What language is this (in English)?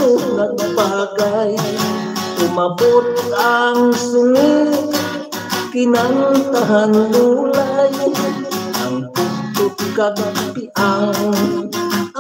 Hiligaynon